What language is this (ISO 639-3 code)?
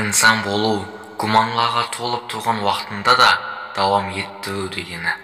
kaa